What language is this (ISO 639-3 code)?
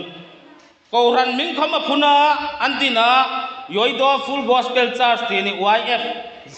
hmr